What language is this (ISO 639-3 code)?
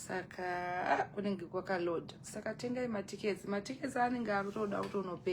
sna